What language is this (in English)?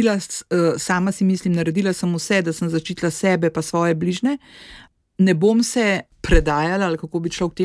Slovenian